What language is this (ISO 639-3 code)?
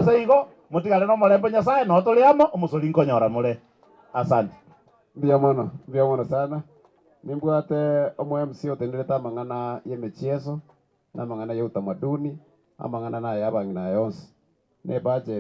guz